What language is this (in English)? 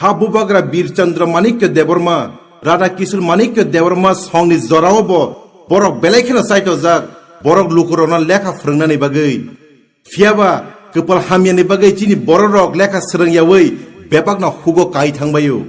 Kok Borok